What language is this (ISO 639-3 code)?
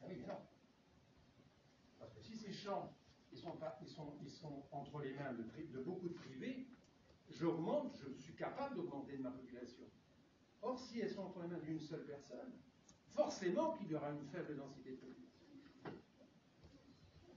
fra